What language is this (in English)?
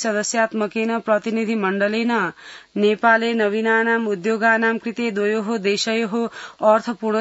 Sanskrit